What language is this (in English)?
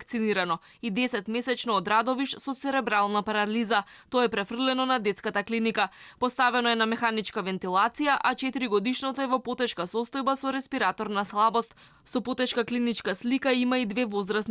Macedonian